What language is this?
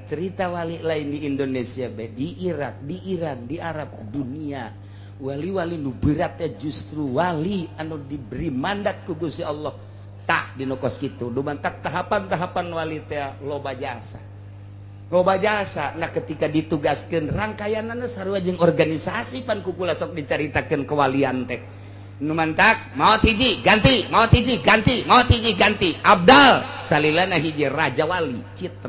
Sundanese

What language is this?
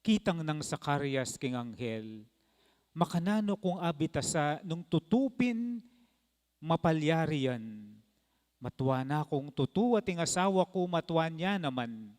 Pampanga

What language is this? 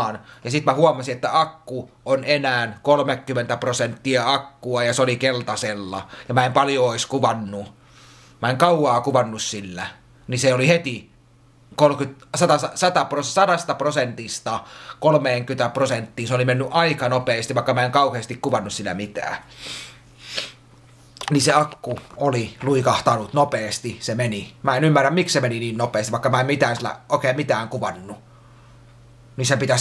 Finnish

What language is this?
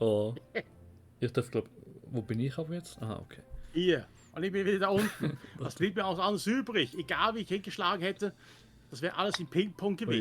Swiss German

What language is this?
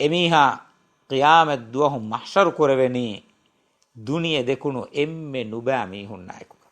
Divehi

